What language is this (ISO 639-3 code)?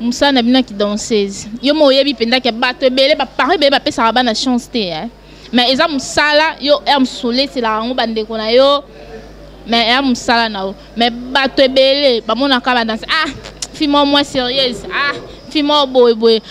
lin